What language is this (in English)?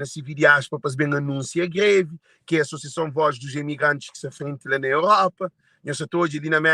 Kabuverdianu